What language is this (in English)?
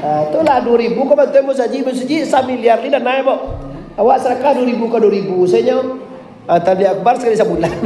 Minangkabau